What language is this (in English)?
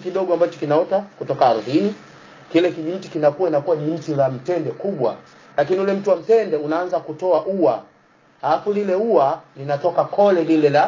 Swahili